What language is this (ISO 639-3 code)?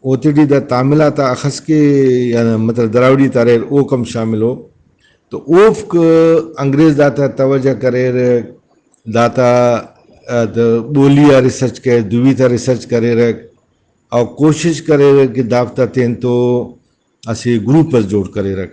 brh